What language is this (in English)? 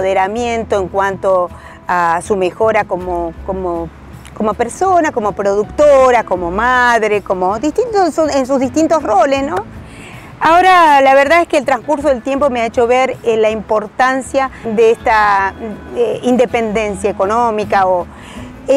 Spanish